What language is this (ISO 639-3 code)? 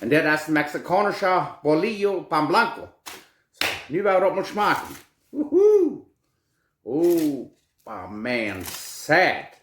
pdt